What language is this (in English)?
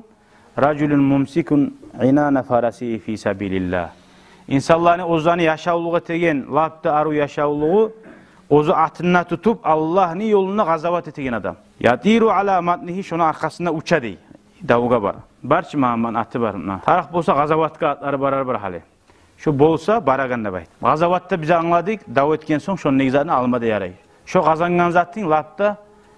Kumyk